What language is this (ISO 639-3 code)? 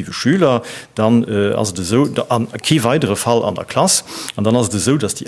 ltz